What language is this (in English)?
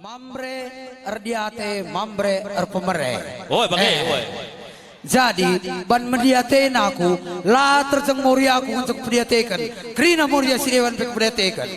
Batak Karo